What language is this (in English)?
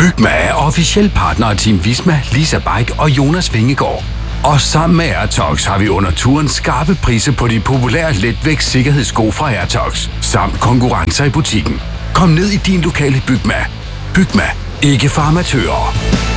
Danish